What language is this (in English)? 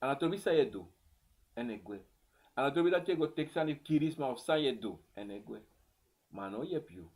Sranan Tongo